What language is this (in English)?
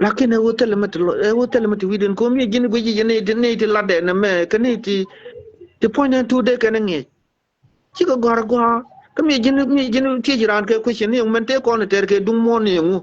Nuer